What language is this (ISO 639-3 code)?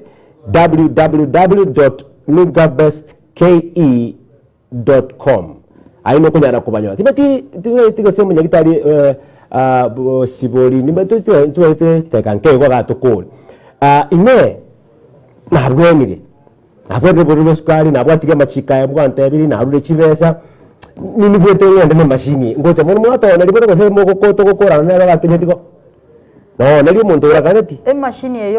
guz